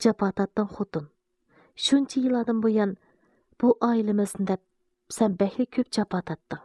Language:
Uyghur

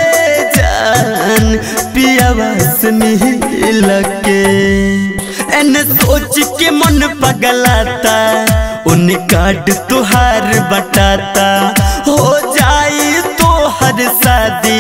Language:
Bhojpuri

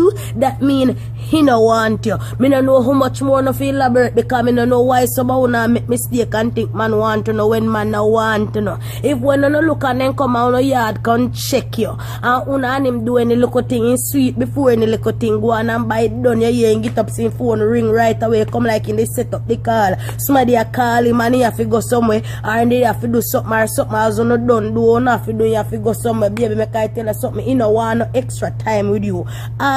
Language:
Jamaican Creole English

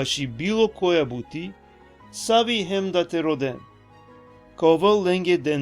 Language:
Balkan Romani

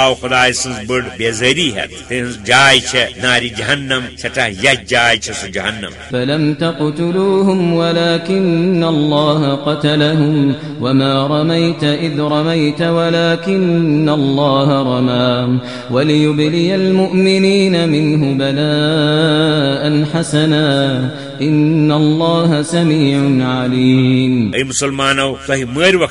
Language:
Kashmiri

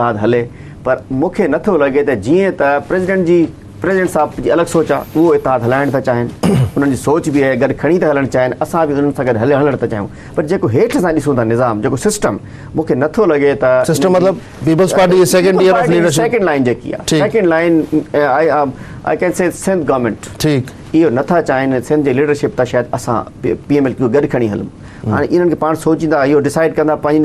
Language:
Sindhi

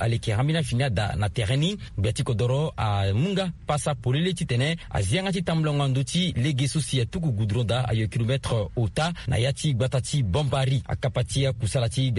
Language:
Sango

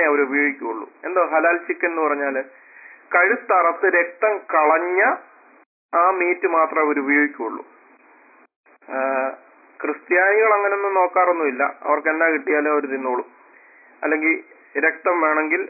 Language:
Malayalam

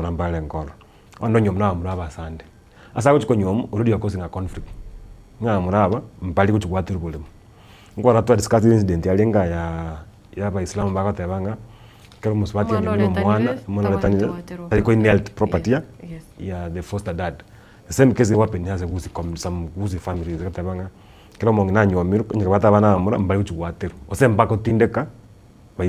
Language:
Gusii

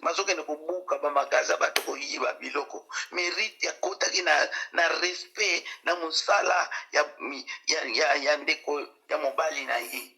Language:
Lingala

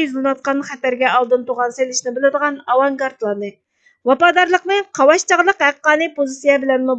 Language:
Uyghur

